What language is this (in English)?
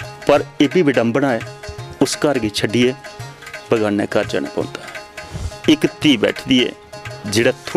Dogri